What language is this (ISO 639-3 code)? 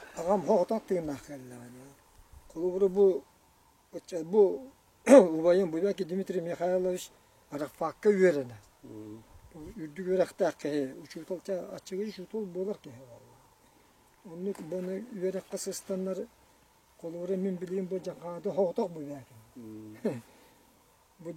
sah